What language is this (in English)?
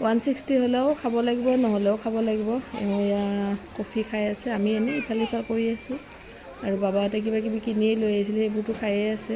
Assamese